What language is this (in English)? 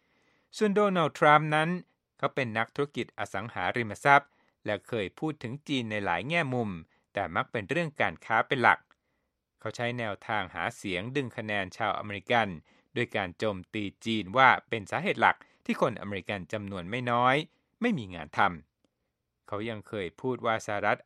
Thai